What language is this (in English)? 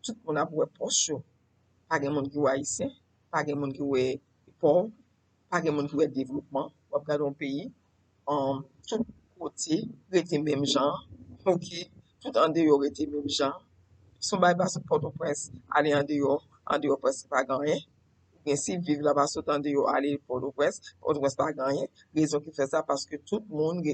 Haitian Creole